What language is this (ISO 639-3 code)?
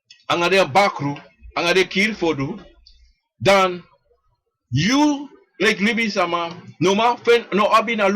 srn